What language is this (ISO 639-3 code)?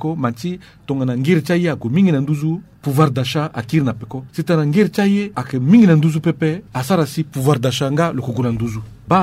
sag